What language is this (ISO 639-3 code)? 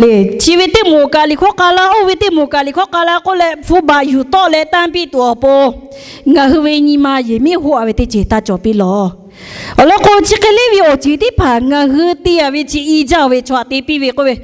lhu